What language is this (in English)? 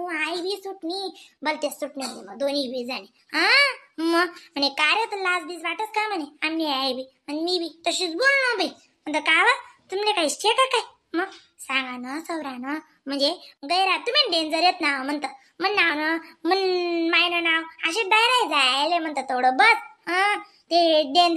Khandesi